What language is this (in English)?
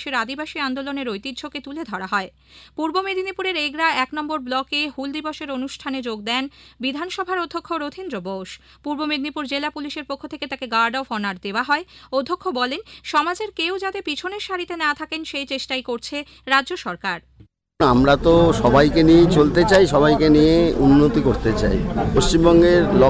Bangla